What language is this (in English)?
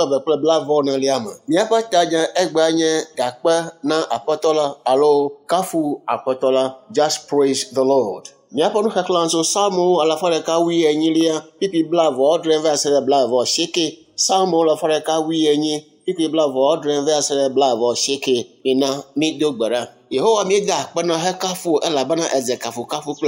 Ewe